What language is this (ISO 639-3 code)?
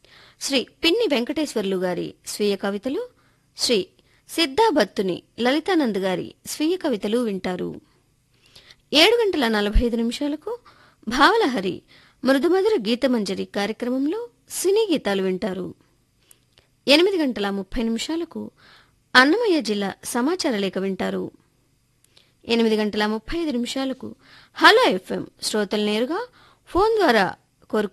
tel